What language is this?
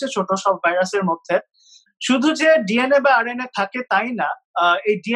Bangla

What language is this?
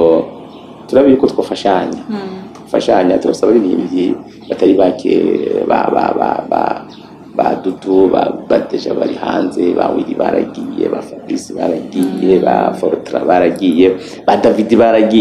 Rundi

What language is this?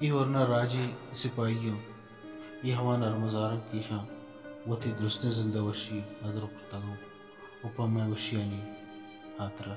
Baluchi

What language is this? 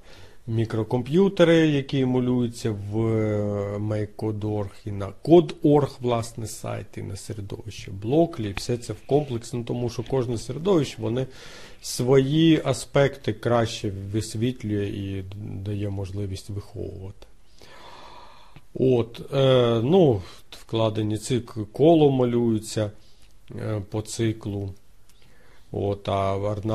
Ukrainian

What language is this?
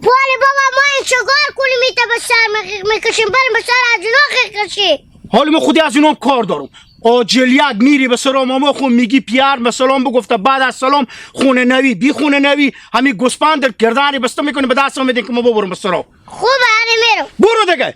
Hazaragi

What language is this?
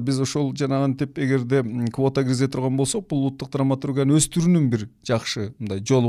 Kyrgyz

